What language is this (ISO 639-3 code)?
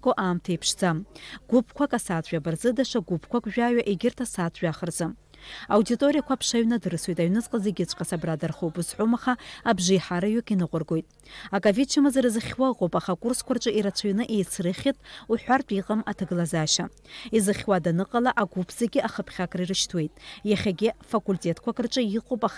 abk